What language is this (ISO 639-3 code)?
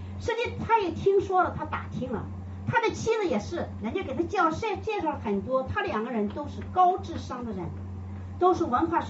zho